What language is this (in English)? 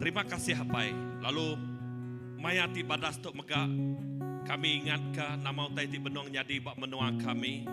Iban